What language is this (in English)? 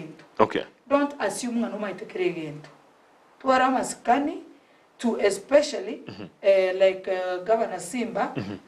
Gusii